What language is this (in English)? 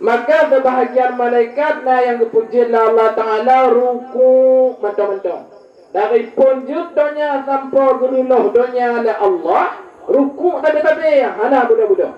Achinese